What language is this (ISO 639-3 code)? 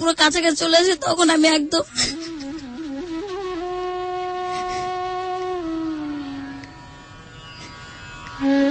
ben